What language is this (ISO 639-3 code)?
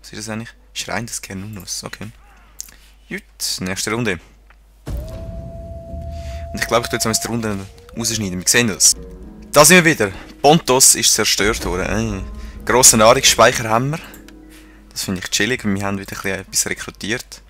gsw